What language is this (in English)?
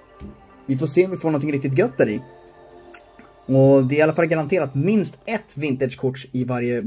Swedish